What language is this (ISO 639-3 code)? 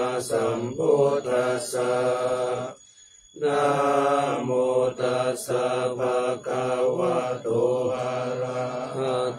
pli